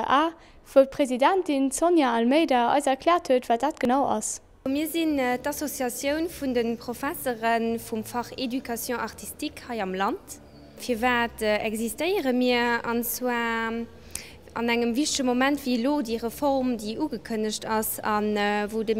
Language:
Luxembourgish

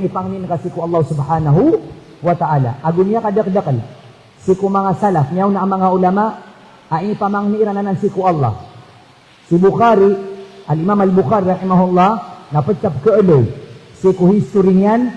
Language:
Maranao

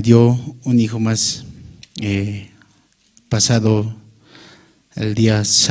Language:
Aymara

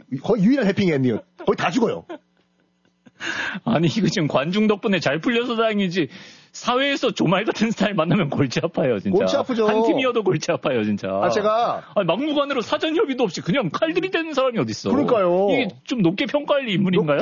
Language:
Korean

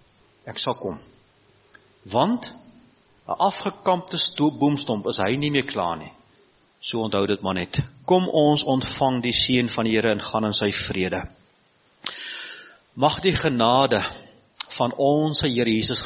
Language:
Afrikaans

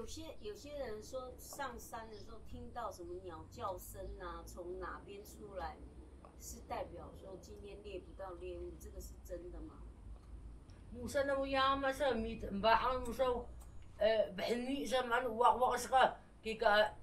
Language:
Taroko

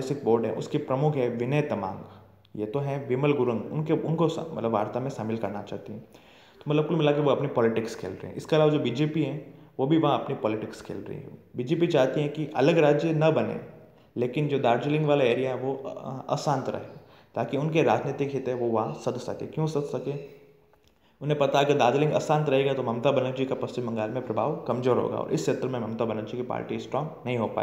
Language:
Hindi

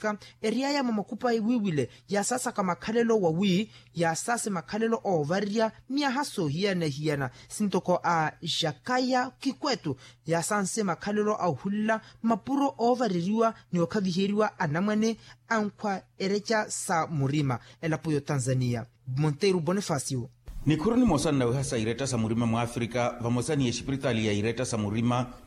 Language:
Makhuwa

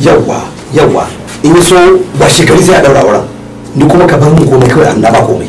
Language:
Hausa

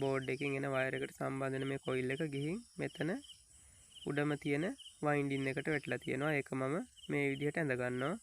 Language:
Sinhala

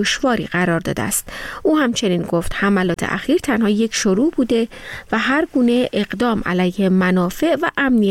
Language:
Persian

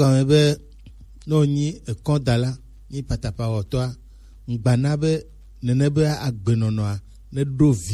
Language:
Gen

